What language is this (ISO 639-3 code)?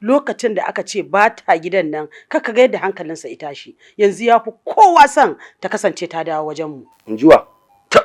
hau